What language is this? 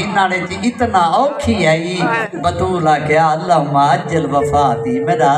Saraiki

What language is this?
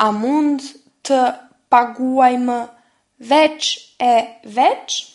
Albanian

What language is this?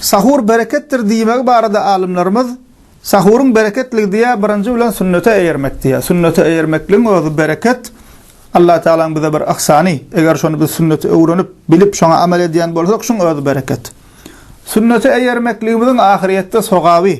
Turkmen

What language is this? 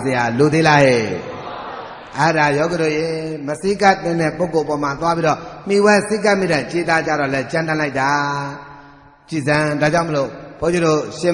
Burmese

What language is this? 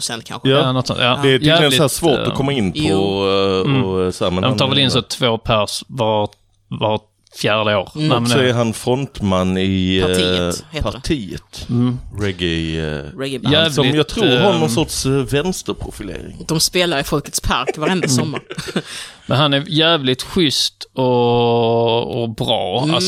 Swedish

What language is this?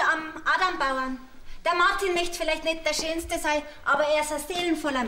Bavarian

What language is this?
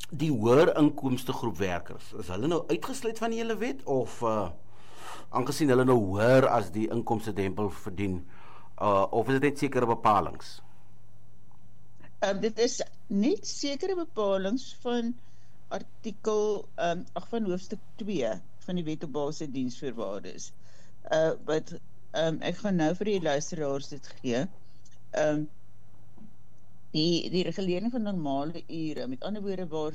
Afrikaans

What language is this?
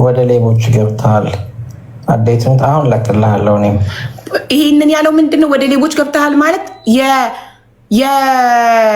Amharic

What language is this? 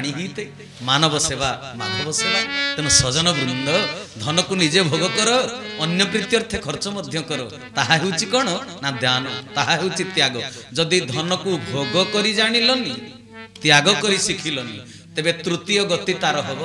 Odia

